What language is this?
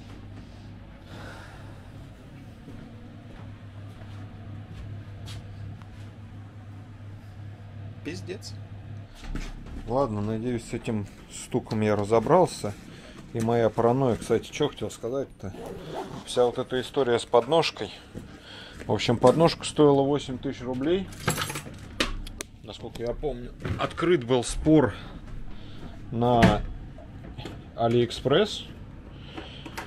Russian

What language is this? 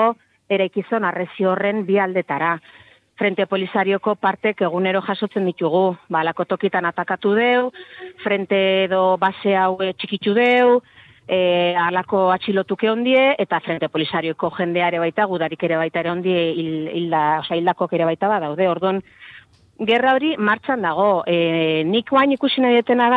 Basque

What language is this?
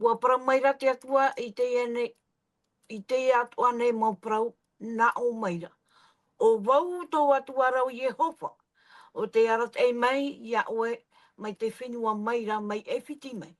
Tahitian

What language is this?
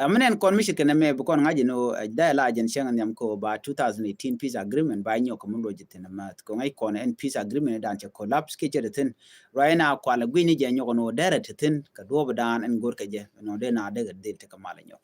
Nuer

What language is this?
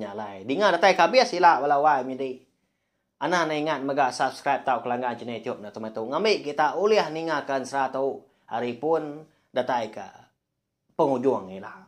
Iban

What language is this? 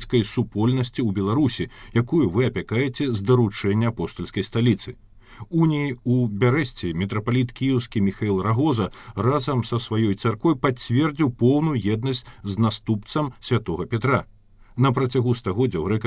Belarusian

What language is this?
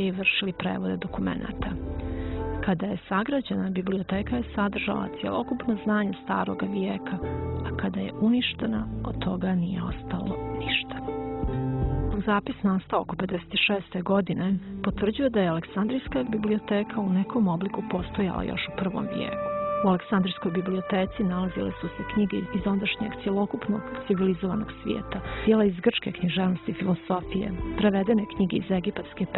Bosnian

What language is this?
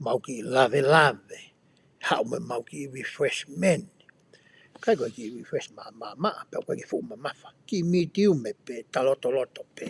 Tongan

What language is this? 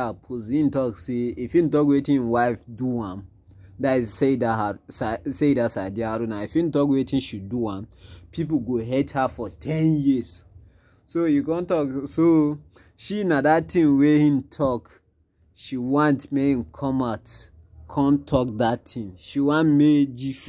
Nigerian Pidgin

